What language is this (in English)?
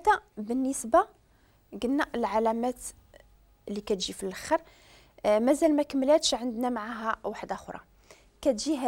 Moroccan Arabic